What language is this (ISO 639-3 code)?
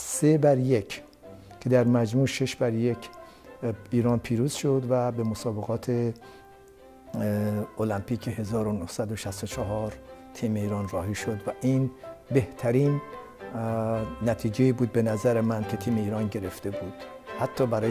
fas